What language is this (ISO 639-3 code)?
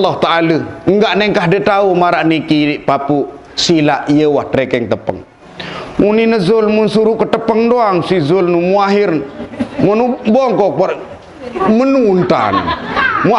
sas